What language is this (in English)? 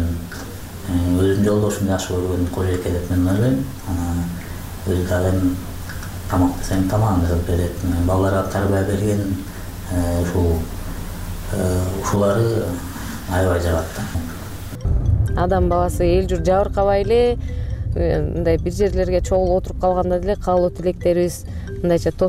Kyrgyz